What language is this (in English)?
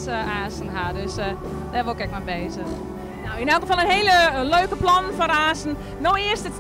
Western Frisian